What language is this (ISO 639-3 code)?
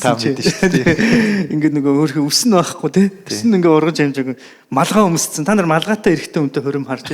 mon